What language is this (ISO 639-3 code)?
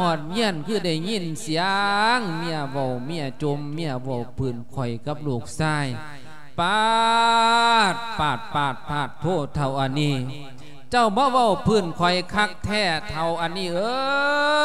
lao